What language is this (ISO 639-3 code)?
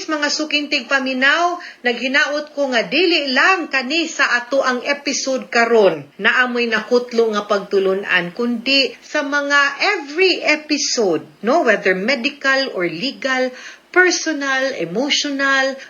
ceb